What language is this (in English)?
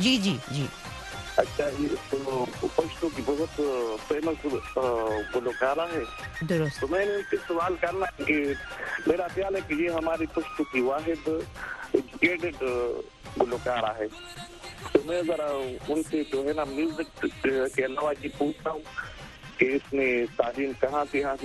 Urdu